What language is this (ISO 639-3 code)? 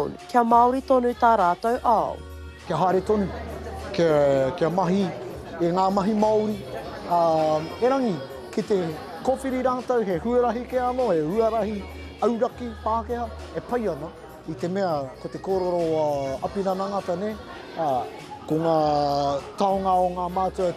mri